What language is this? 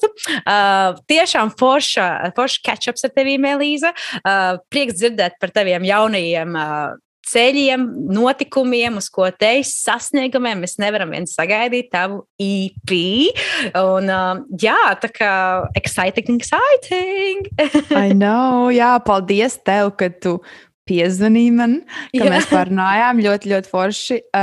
Latvian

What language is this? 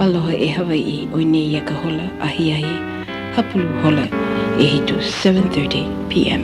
Hawaiian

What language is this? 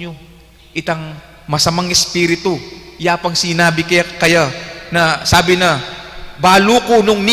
Pampanga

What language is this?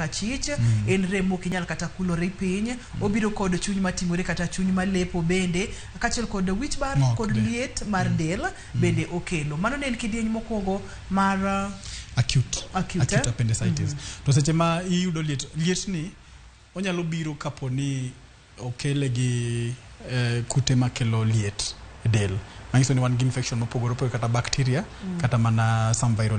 Luo (Kenya and Tanzania)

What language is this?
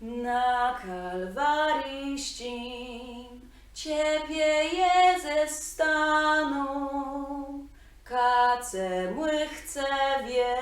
Kashubian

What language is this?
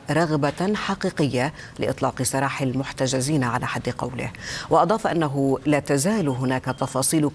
Arabic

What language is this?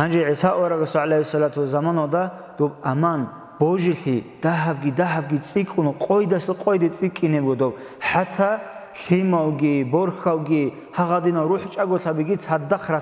Avaric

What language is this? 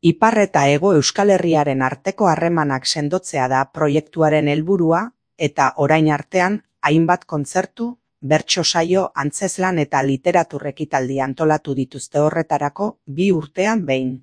Basque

